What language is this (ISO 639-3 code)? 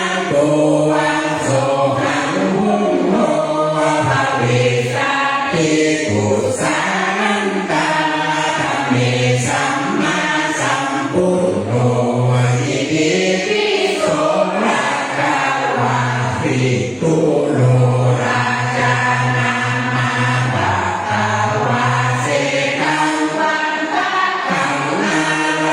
pli